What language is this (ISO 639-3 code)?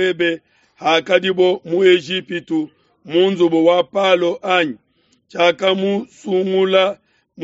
lua